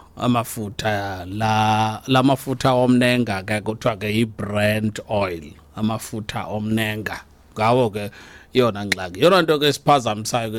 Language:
Xhosa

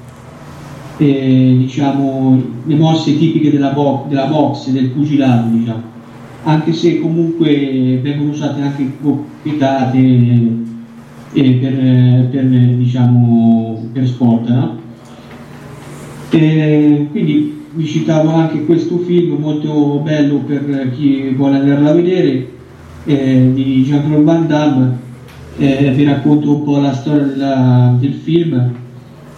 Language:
Italian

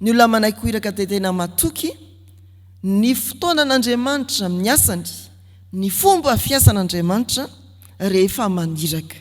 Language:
Malagasy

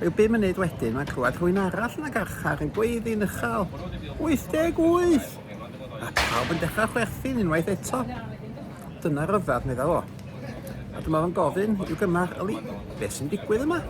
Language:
Welsh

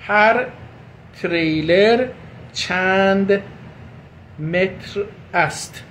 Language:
South Azerbaijani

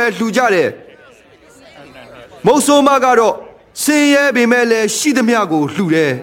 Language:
Burmese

